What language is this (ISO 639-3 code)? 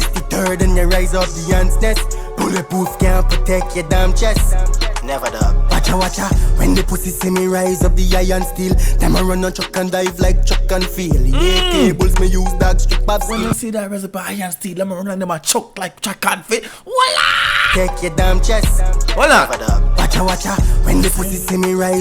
jam